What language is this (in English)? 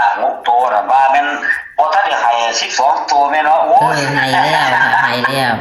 Northeastern Thai